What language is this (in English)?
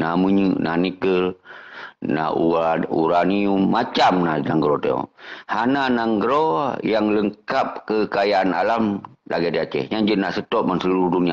Achinese